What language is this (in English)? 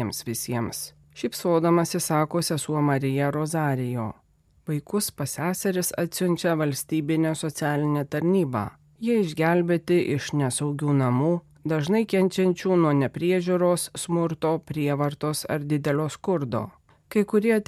Lithuanian